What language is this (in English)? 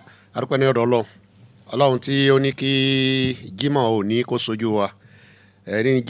Yoruba